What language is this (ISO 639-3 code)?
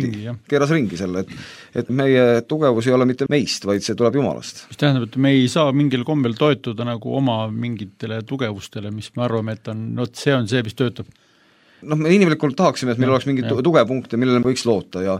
est